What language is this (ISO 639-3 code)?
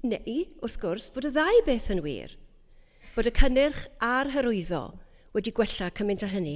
cym